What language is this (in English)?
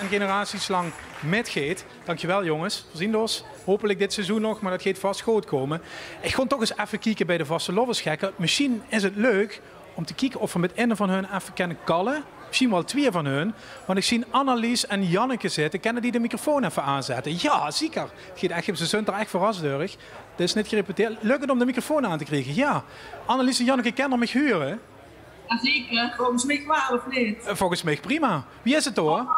Limburgish